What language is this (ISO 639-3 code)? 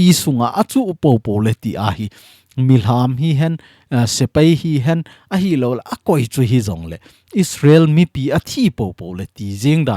tcz